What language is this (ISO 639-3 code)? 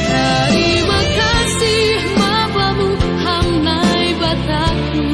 bts